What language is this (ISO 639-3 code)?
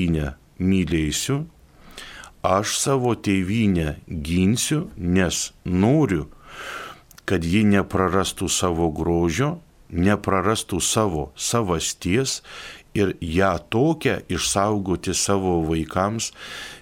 lit